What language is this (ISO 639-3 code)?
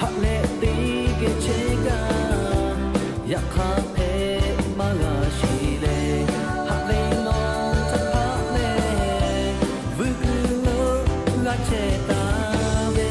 lhu